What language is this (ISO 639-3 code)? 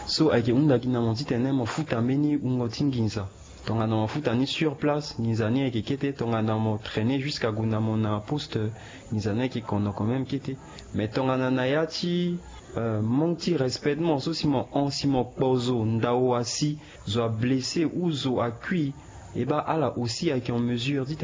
sag